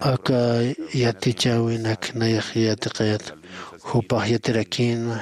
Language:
Aymara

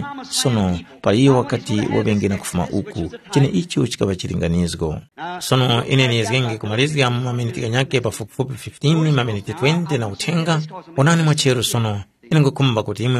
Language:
Tumbuka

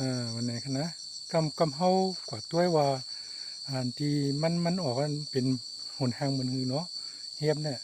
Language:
Shan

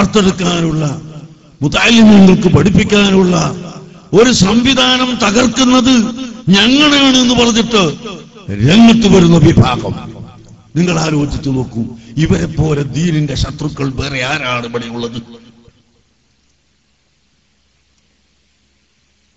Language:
Malayalam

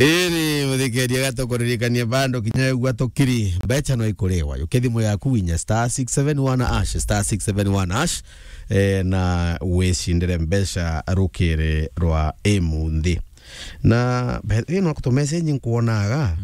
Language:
Meru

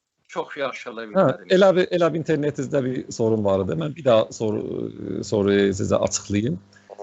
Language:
South Azerbaijani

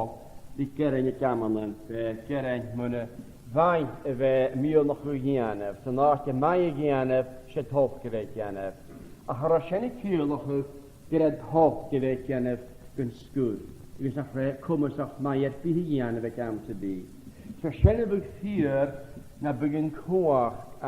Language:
Scottish Gaelic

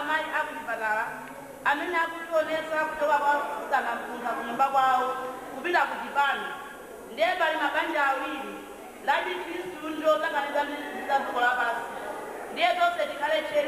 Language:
Nyanja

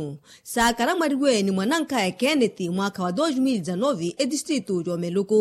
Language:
Makhuwa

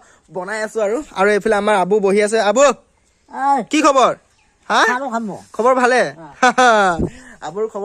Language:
Assamese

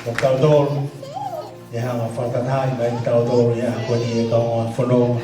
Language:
Tongan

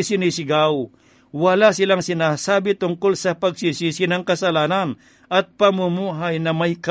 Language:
Filipino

